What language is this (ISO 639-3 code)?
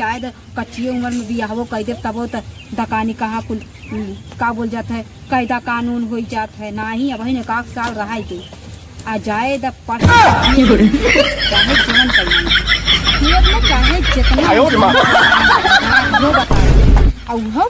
awa